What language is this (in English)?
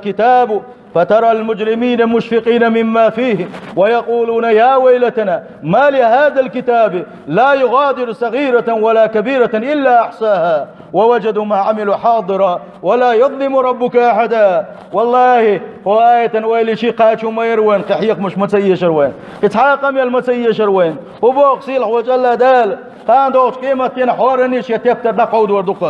Chechen